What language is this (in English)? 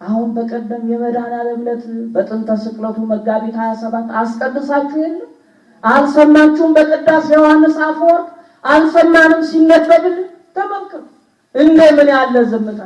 Amharic